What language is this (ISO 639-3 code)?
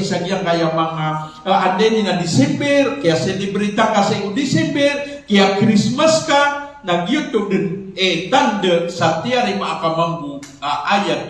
mrw